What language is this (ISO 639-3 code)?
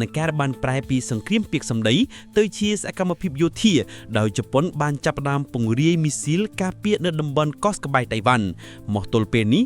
khm